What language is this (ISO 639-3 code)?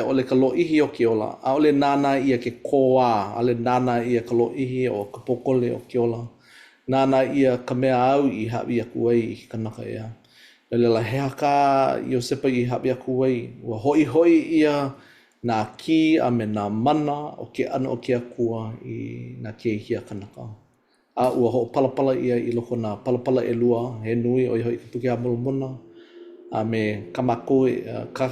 haw